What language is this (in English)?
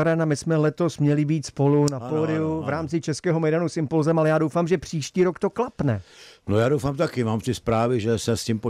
Czech